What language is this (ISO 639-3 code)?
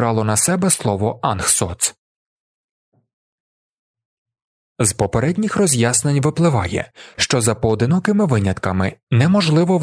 ukr